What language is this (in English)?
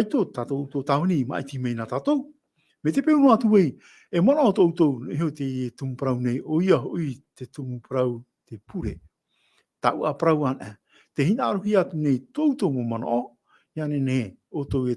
Tahitian